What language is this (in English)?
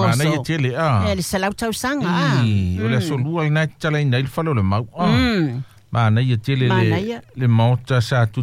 Samoan